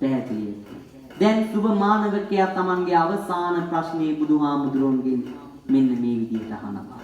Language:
Sinhala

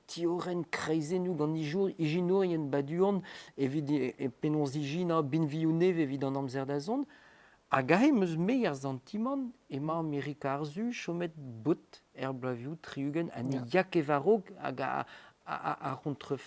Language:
Breton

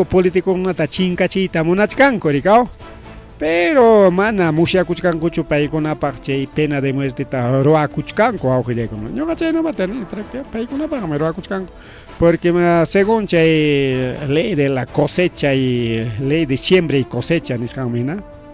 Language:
Ayacucho Quechua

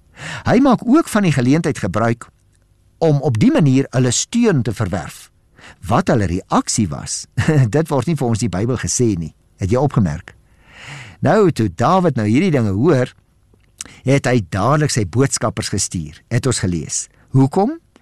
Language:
Afrikaans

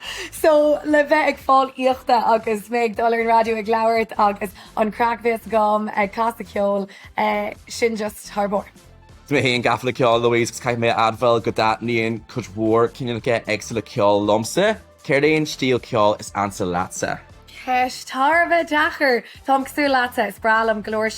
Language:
Irish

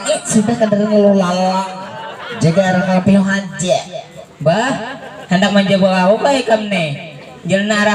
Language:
Banjar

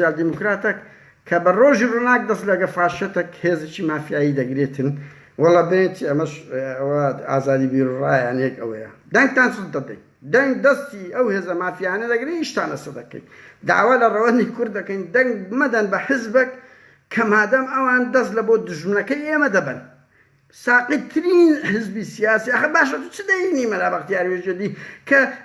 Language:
Central Kurdish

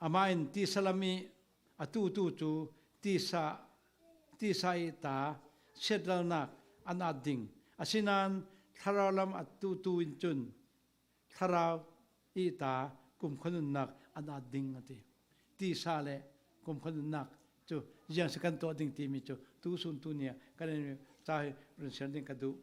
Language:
Falam Chin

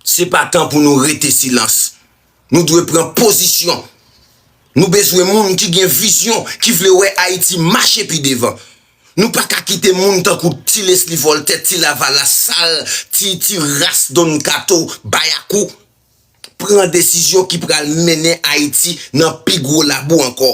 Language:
Haitian Creole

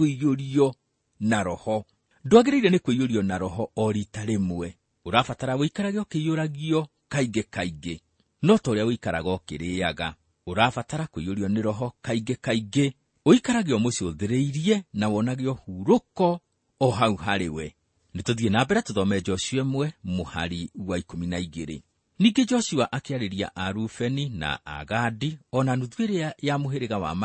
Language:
Kikuyu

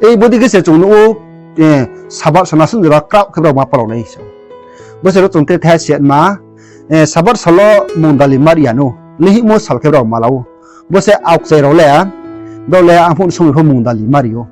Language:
Riang (India)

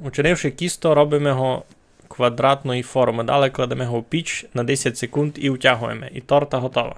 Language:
Rusyn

